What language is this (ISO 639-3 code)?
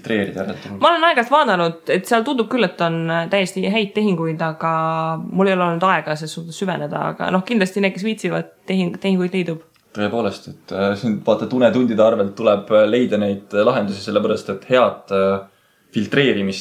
est